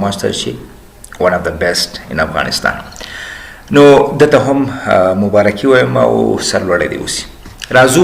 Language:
Pashto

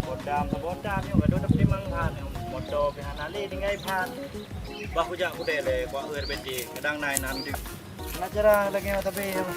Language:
Achinese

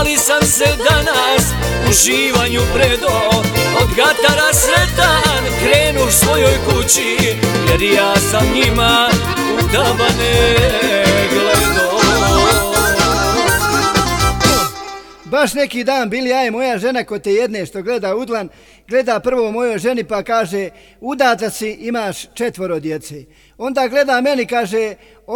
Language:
Bosnian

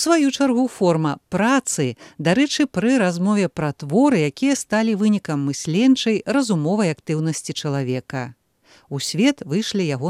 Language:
Belarusian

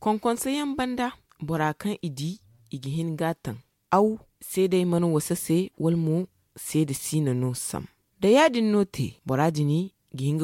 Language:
Zarma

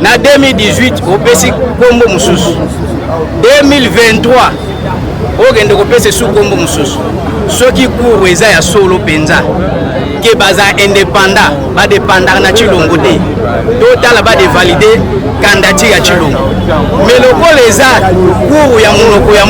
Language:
Lingala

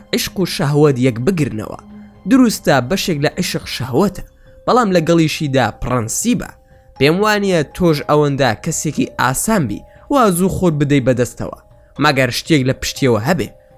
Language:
Central Kurdish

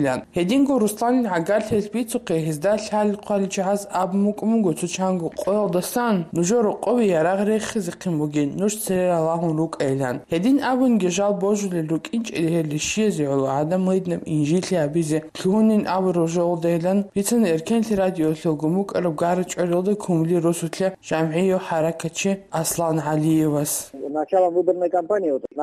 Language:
Avaric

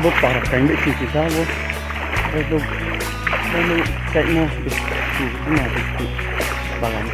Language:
Riang (India)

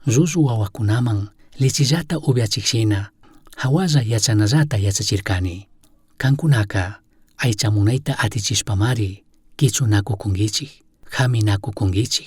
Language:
Chimborazo Highland Quichua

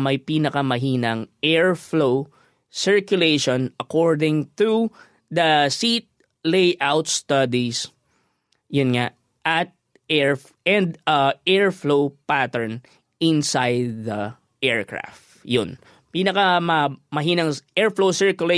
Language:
Filipino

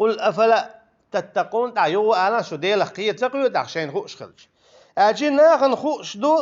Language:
Chechen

